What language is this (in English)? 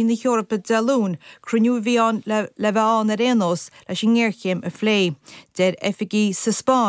Irish